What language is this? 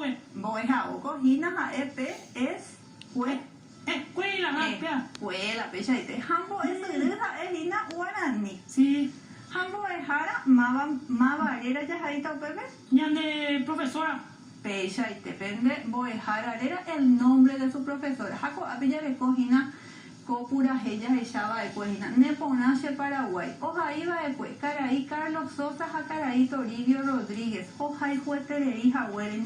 Guarani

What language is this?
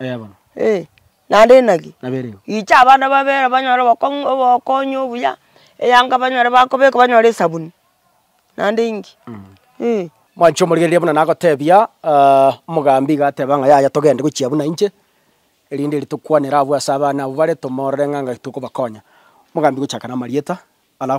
Gusii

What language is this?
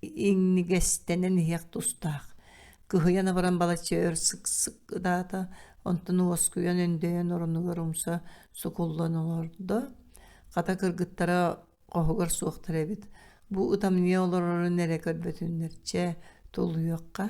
Yakut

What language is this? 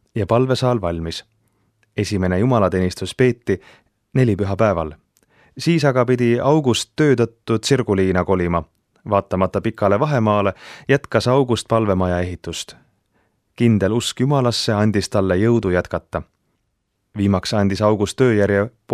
Estonian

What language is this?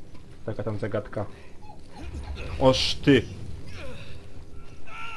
Polish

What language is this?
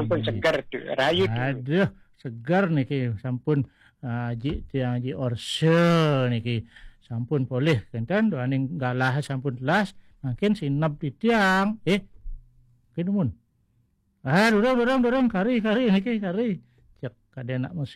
Balinese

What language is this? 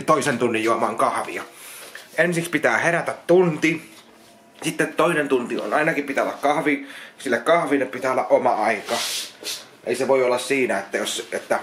Finnish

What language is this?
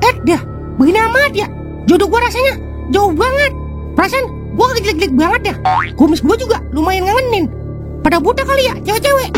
Betawi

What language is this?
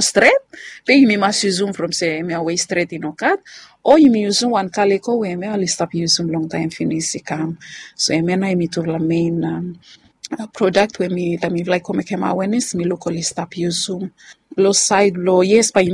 Bislama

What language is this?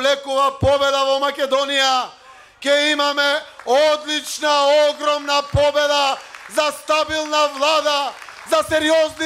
Macedonian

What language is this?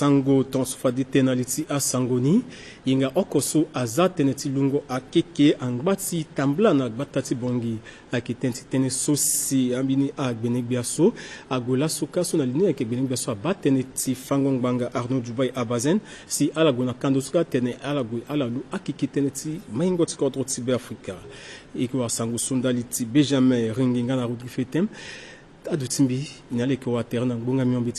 Sango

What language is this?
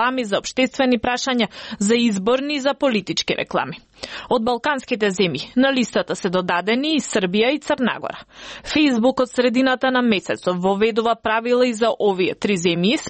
Macedonian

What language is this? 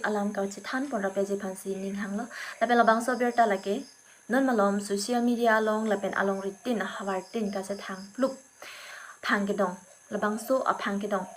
Karbi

